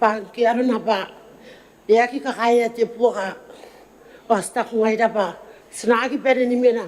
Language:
Gilbertese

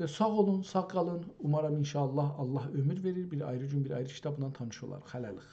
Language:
South Azerbaijani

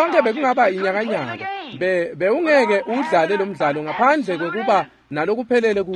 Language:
Swati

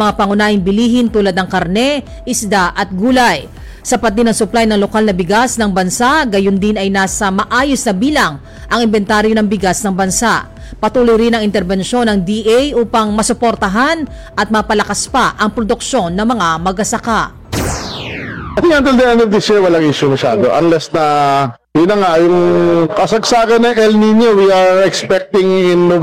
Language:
Filipino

